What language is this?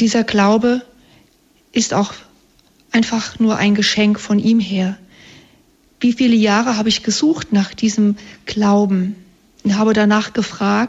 German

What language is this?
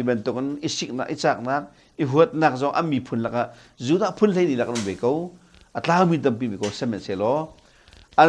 Hakha Chin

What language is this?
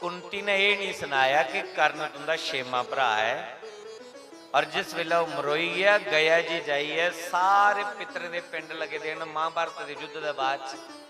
Dogri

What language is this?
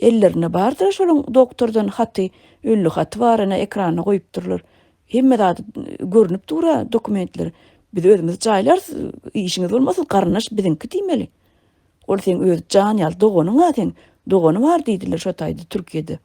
Turkmen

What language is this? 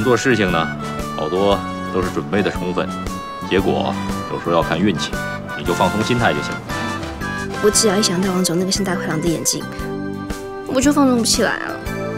Chinese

